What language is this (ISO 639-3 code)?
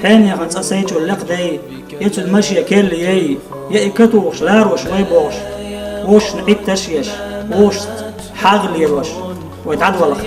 che